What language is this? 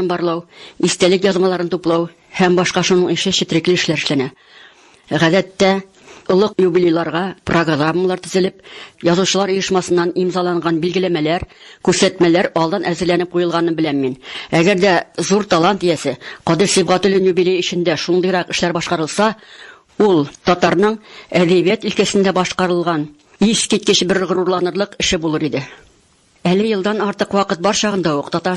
Tatar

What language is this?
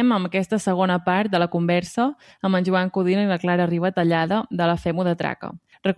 Catalan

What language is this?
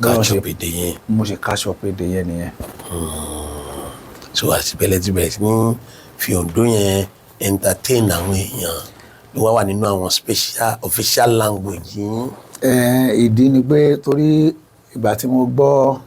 Yoruba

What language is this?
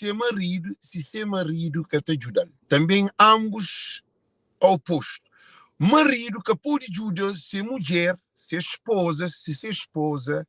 Kabuverdianu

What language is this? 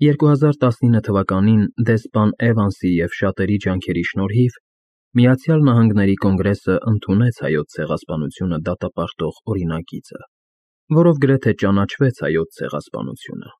Armenian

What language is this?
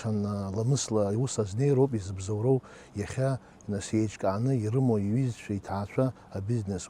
Abkhazian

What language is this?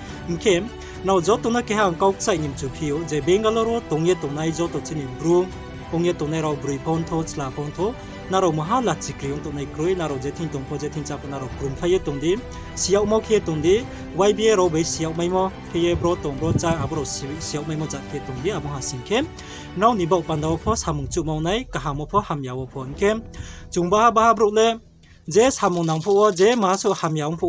Riang (India)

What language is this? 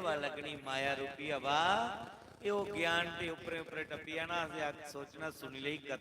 Dogri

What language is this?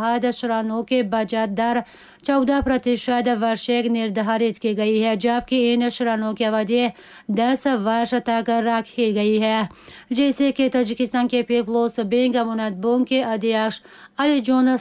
Tajik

